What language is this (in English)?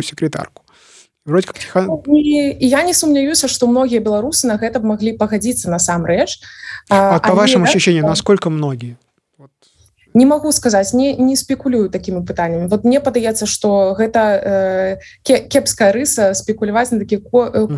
Belarusian